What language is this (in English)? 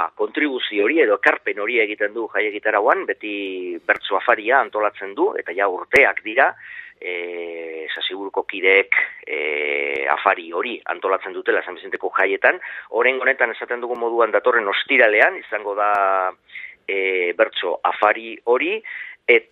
Basque